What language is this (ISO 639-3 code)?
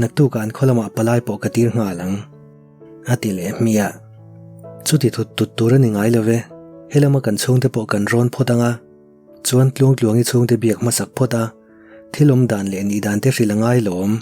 lus